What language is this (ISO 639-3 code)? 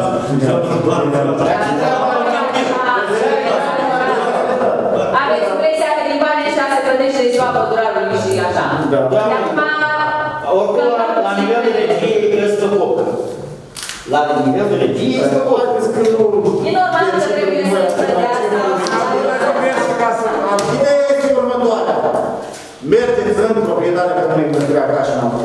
ron